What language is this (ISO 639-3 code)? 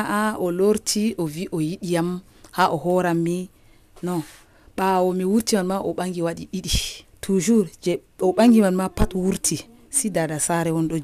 fuv